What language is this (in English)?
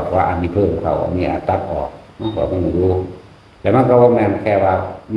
Northeastern Thai